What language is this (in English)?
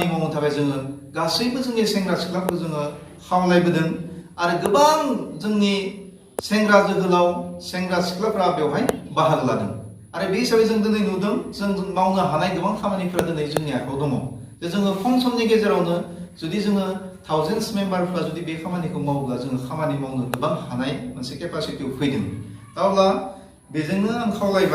Bodo